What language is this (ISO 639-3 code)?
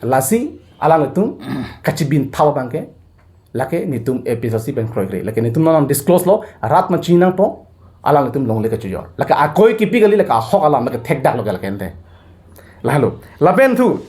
mjw